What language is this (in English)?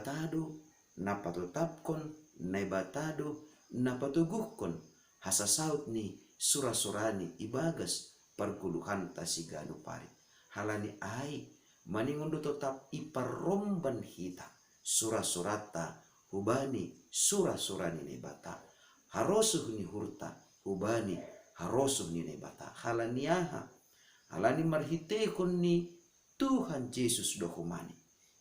Batak Simalungun